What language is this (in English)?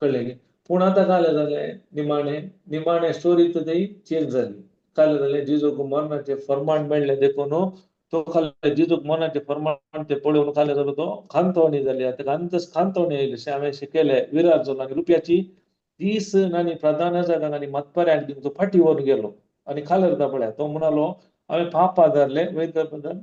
Konkani